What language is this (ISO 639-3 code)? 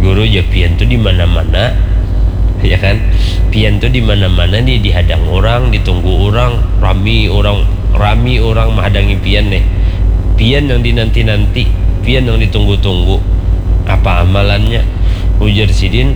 bjn